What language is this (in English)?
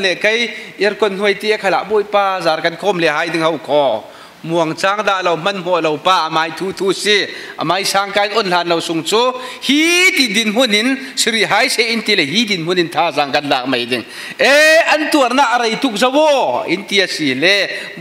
Falam Chin